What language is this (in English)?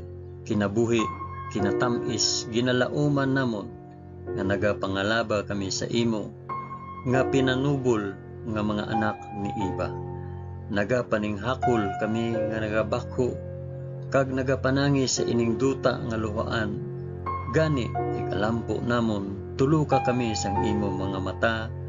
Hiligaynon